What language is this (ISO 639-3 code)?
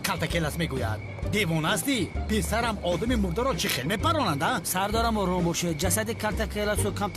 tgk